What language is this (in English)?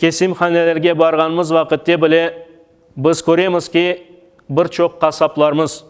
Crimean Tatar